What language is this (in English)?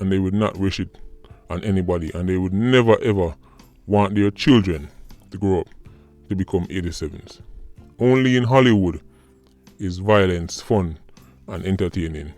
Jamaican Creole English